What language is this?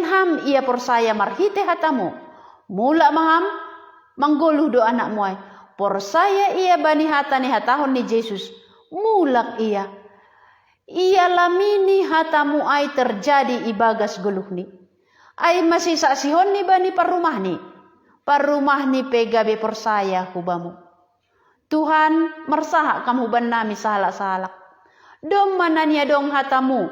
Batak Simalungun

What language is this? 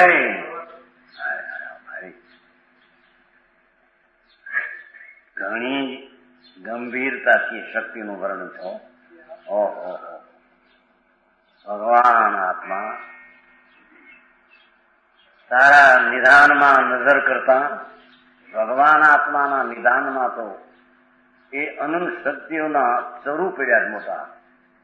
Gujarati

